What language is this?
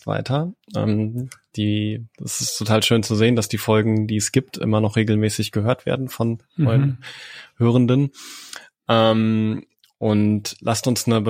German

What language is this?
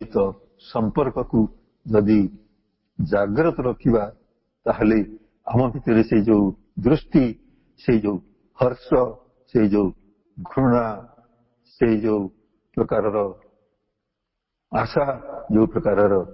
Odia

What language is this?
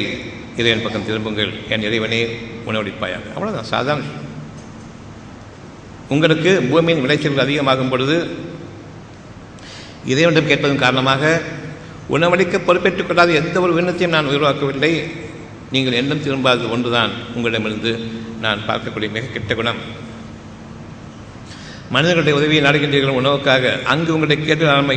Tamil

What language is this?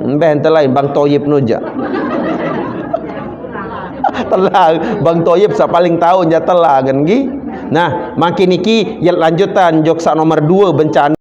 Sasak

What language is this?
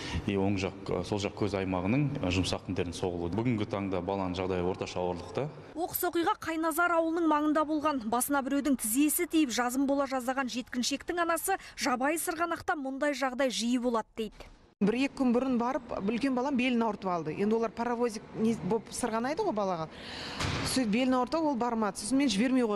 Kazakh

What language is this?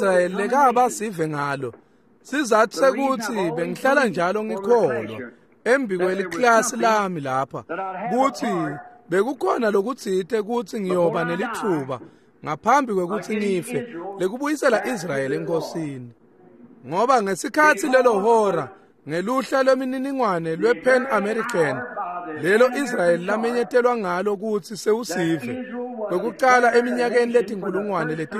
Swati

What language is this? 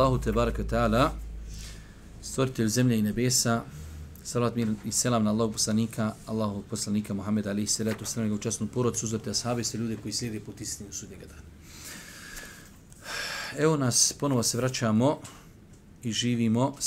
Bosnian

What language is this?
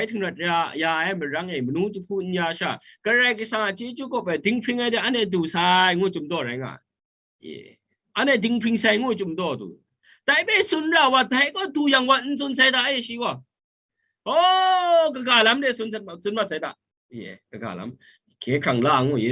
Kachin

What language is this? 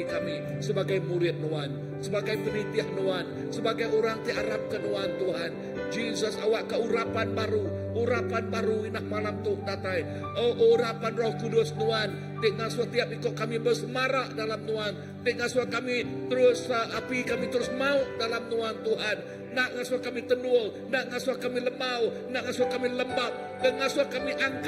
Iban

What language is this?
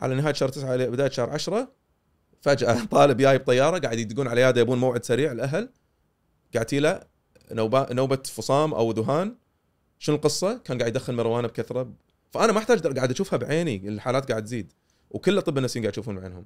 Gulf Arabic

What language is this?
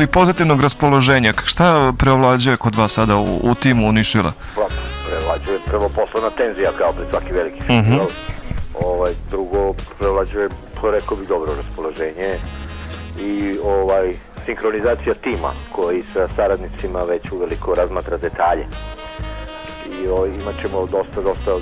Serbian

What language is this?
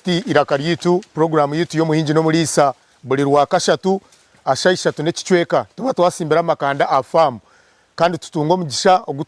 Nyankole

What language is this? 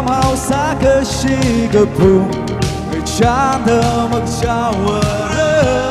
Tangkhul Naga (India)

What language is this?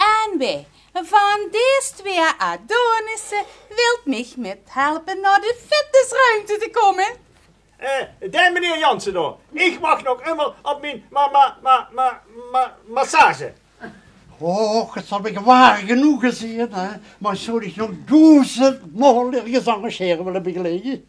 Limburgish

